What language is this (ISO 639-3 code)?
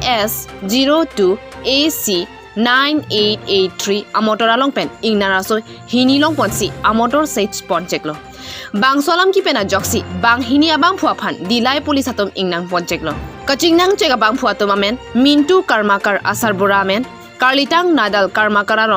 mjw